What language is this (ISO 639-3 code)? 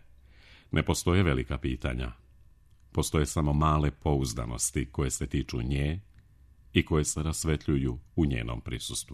srp